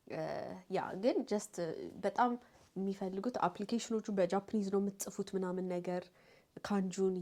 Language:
Amharic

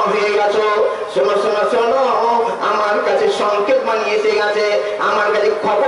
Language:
Bangla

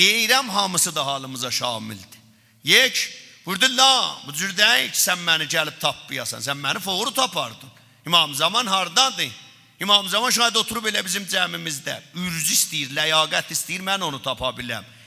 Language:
South Azerbaijani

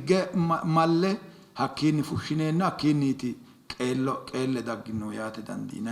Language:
Sidamo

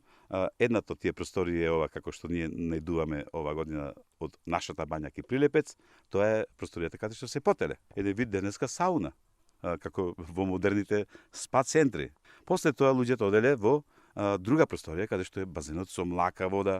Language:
Macedonian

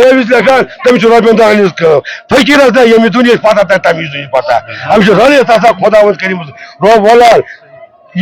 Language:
Kashmiri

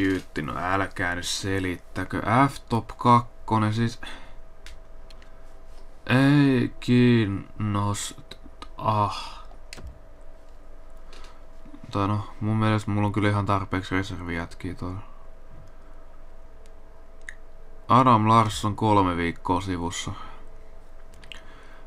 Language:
Finnish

